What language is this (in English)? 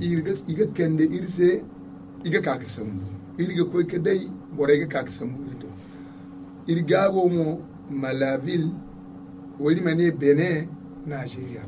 Zarma